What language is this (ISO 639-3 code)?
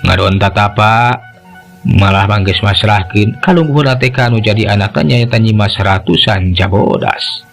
sun